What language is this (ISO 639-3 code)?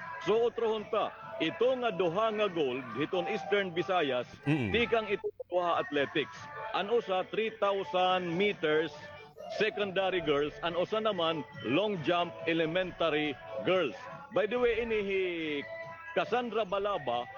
war